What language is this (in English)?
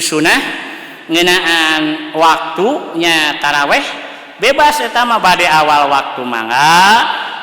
Sundanese